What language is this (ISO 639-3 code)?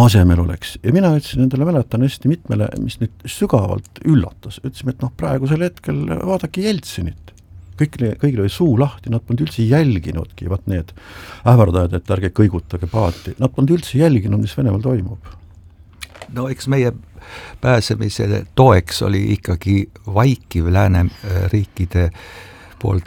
est